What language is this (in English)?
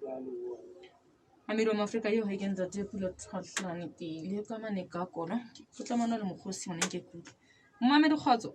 Southern Sotho